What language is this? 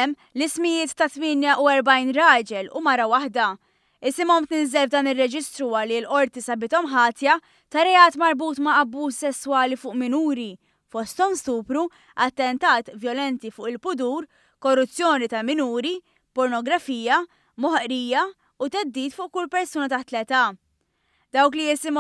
Maltese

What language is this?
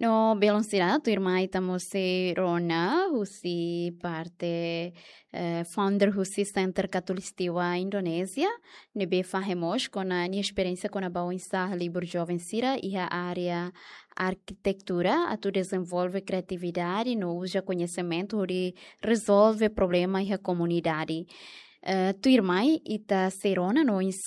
Tetum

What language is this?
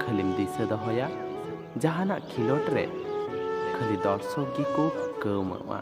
Santali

